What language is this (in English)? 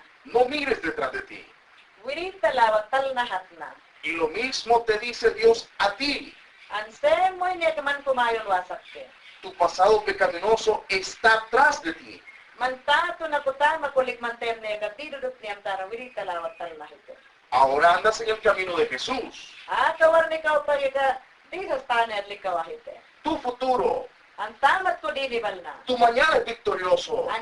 Mayangna